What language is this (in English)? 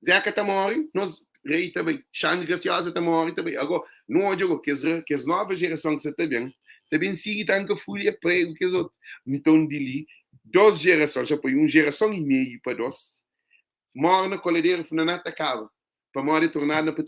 Kabuverdianu